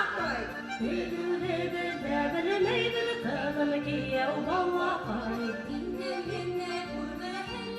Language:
Bashkir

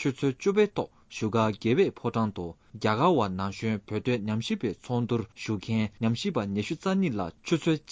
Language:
Tibetan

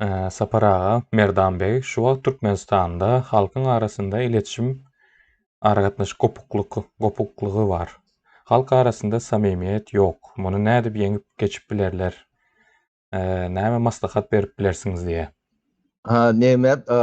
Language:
Turkmen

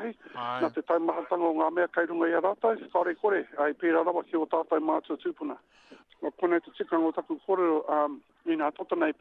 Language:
Māori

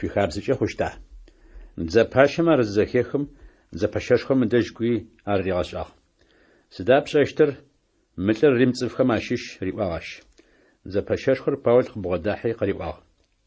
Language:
Adyghe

